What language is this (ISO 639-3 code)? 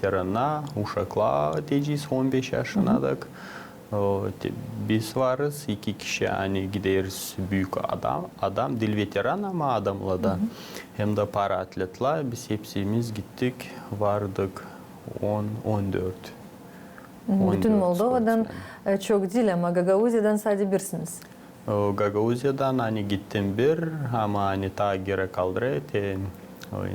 gag